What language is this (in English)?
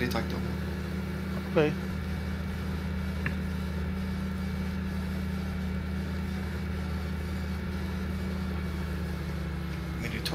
Danish